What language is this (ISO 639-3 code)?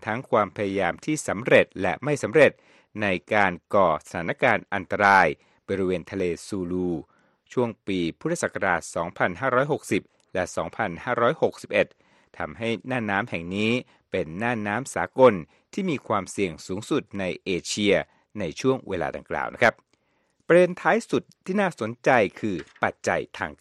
tha